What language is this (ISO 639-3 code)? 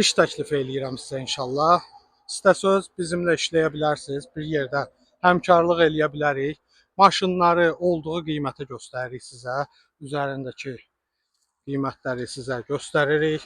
aze